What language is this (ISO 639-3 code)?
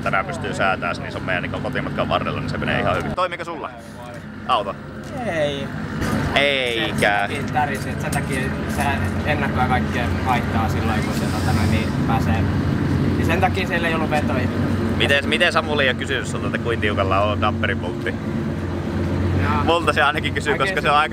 fin